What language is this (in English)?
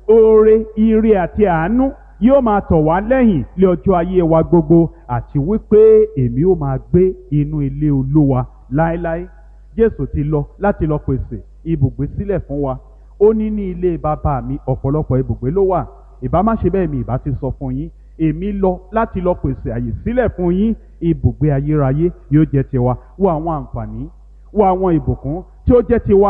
Yoruba